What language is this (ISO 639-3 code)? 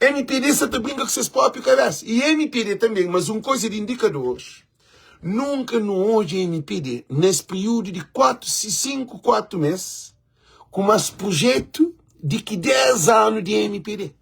kea